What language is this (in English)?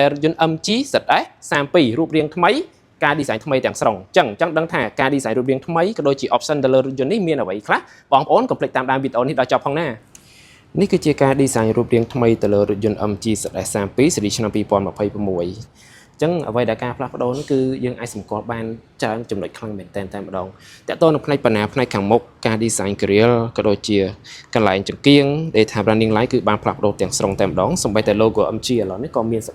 Khmer